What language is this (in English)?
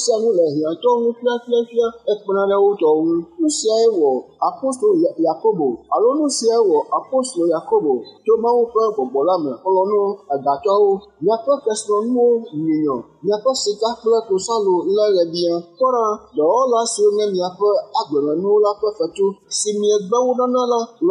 Ewe